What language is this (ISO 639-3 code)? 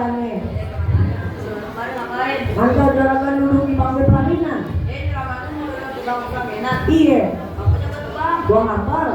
bew